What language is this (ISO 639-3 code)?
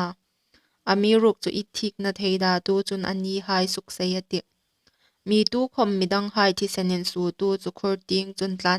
hmr